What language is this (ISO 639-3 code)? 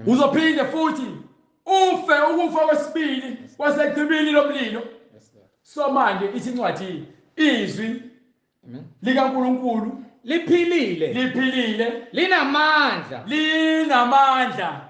zul